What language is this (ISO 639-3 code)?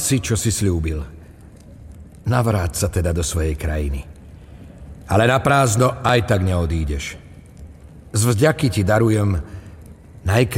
slk